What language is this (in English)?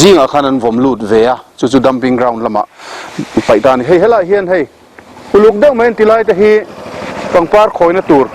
Mizo